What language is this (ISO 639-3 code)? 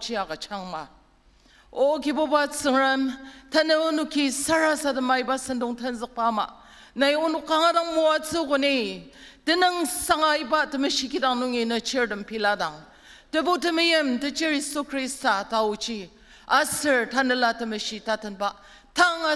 njo